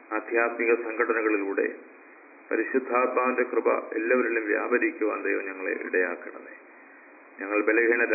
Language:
Malayalam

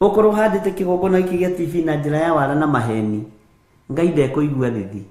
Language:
Kikuyu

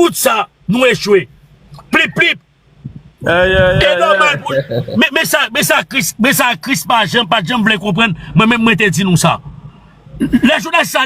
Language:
Haitian Creole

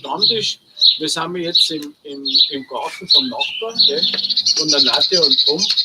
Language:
Bavarian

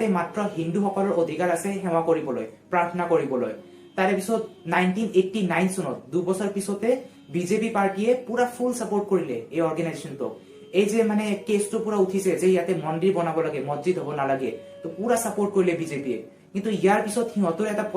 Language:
Assamese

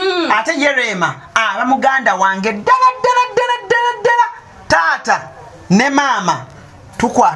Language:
Ganda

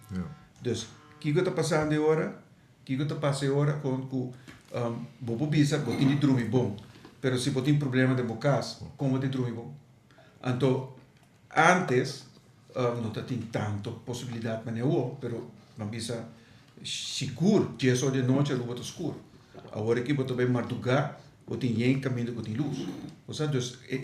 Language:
Papiamento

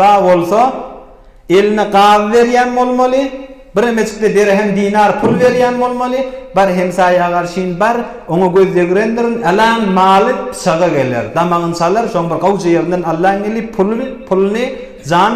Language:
Turkmen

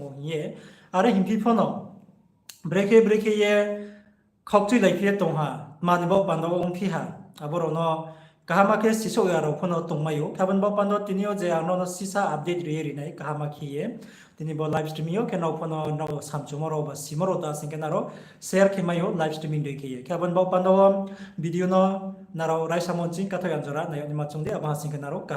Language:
Riang (India)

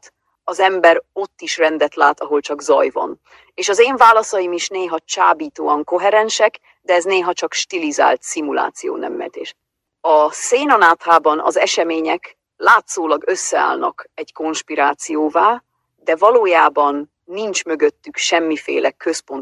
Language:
Hungarian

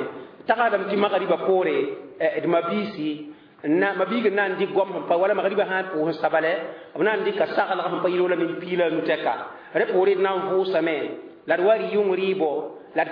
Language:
Mossi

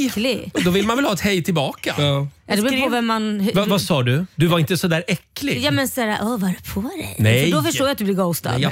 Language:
Swedish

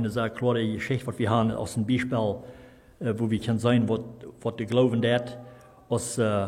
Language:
Plautdietsch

